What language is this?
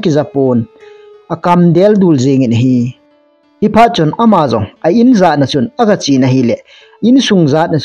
Thado Chin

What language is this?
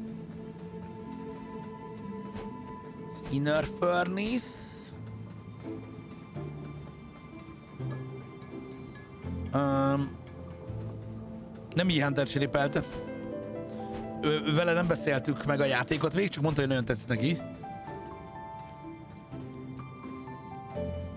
Hungarian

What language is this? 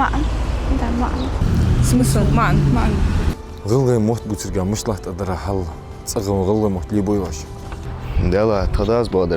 Ingush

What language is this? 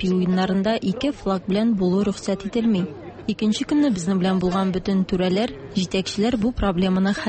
Tatar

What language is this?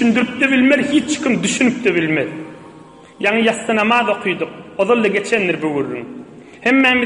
Turkmen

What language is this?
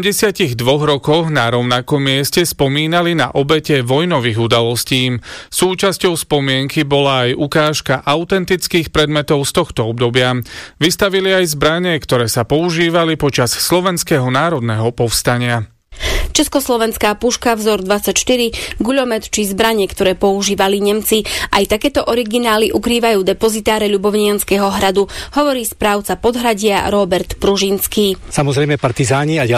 Slovak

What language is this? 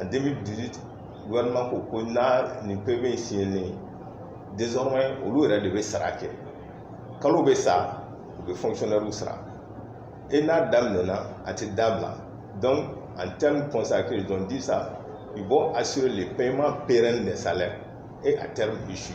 Bambara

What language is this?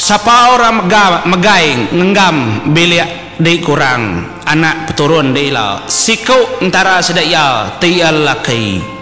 Iban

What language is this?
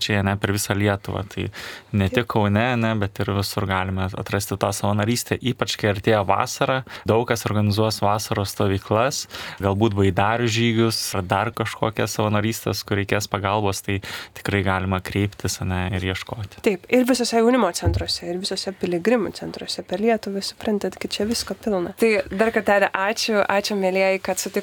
Lithuanian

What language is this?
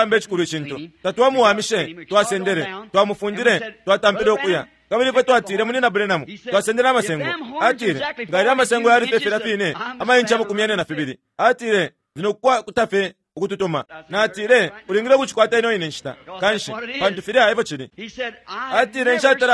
Bemba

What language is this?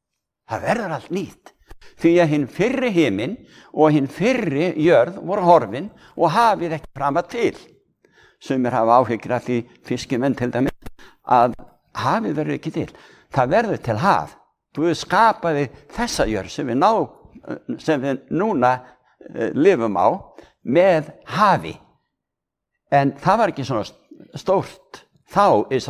Icelandic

